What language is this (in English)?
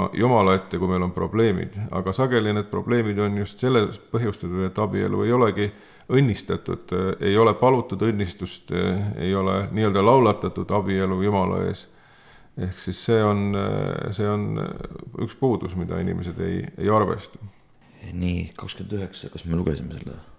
Estonian